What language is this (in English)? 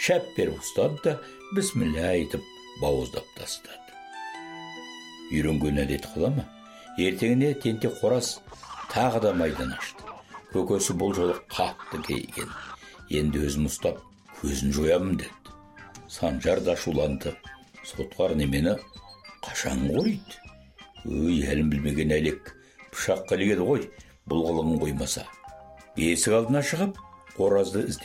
Kazakh